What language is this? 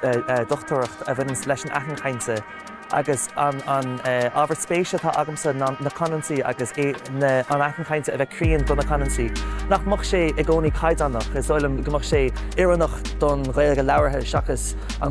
Irish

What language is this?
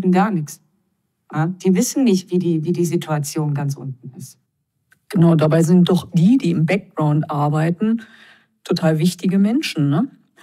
German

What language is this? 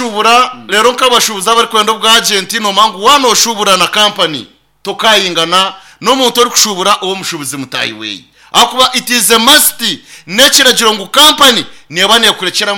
Nyankole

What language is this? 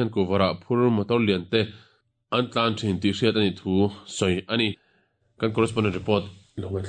Mizo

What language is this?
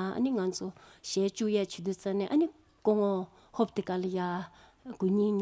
Tibetan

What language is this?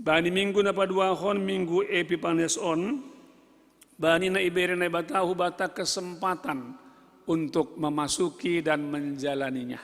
Batak Simalungun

